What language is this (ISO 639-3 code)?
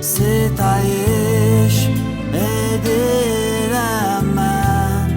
azb